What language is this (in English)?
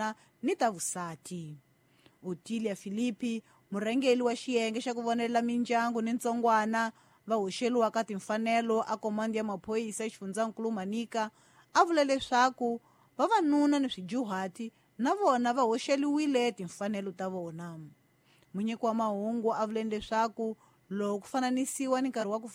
Tsonga